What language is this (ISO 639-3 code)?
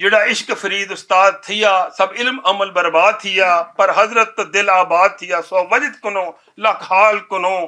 lah